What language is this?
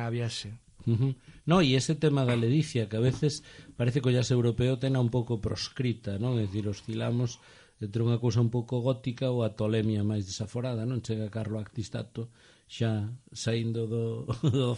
Galician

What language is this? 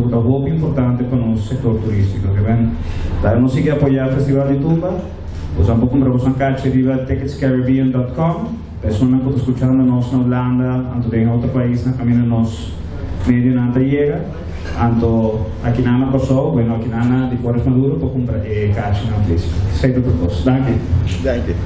Papiamento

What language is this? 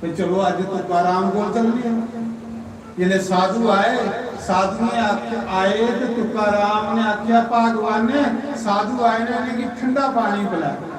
Dogri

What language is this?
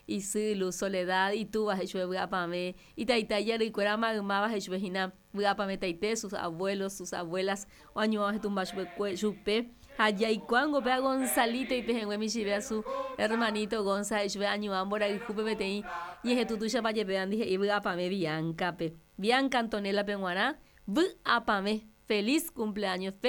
Guarani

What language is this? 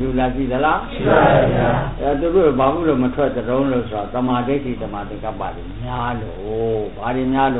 Burmese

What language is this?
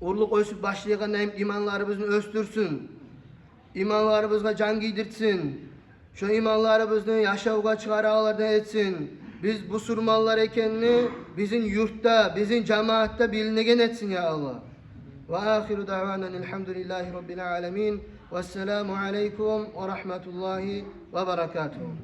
Kumyk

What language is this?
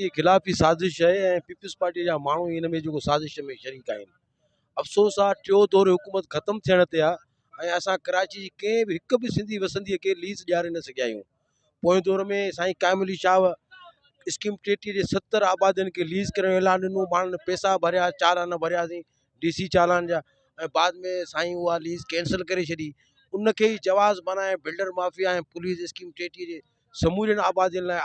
Sindhi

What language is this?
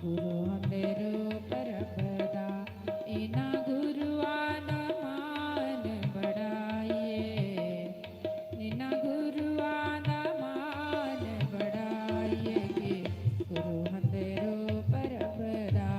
Dogri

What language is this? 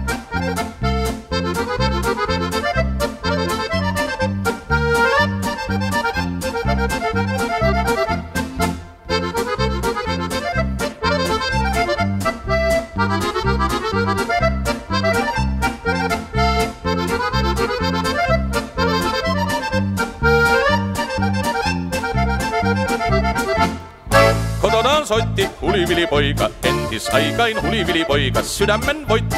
Finnish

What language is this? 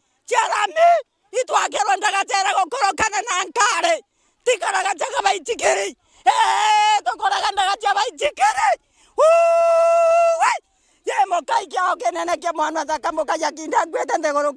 Meru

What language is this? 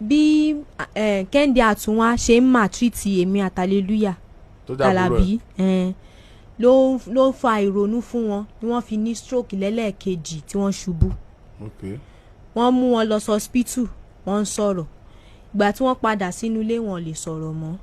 Yoruba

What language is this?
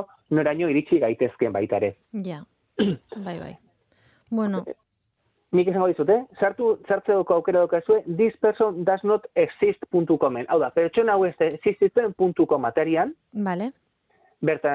Basque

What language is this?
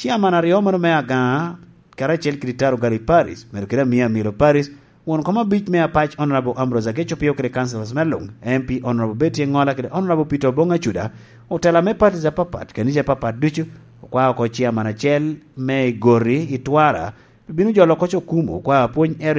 Lango (Uganda)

